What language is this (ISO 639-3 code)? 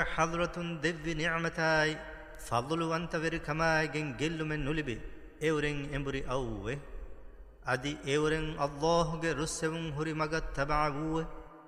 div